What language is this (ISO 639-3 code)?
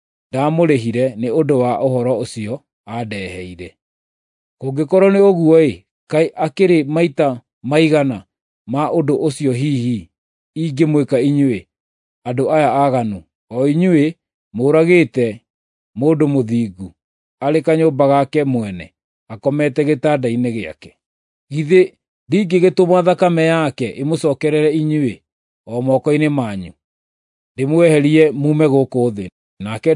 kik